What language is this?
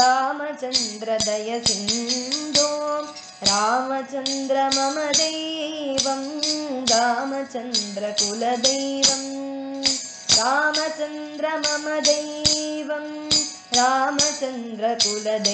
Tamil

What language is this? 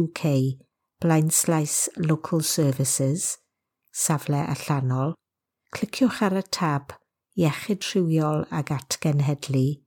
Welsh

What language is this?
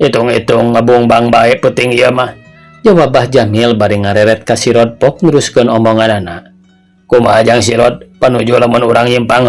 Sundanese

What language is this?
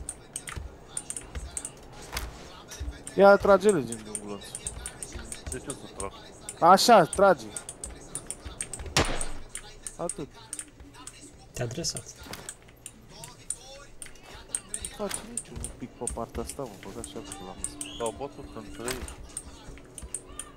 Romanian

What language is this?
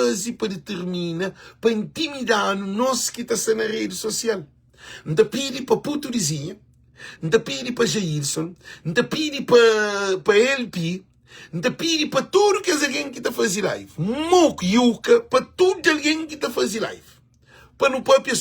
Kabuverdianu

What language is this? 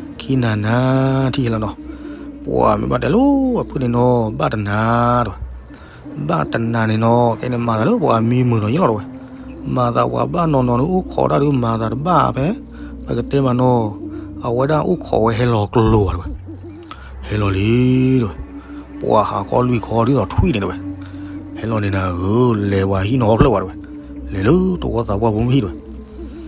S'gaw Karen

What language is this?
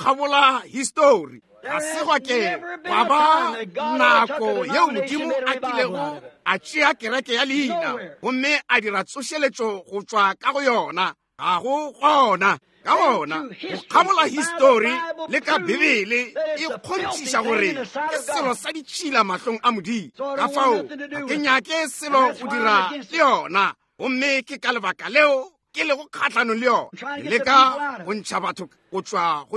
Northern Sotho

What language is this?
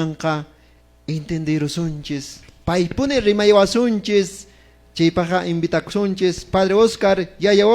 Quechua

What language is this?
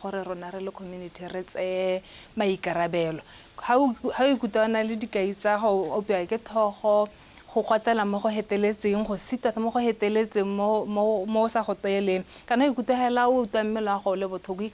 Tswana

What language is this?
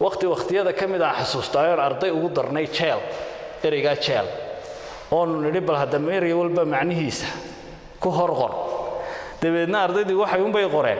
Somali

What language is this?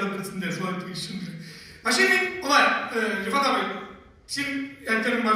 Tatar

